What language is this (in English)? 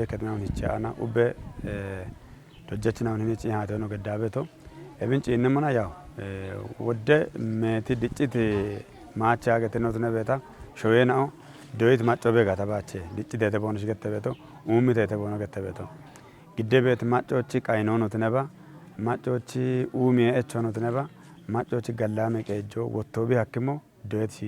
Kafa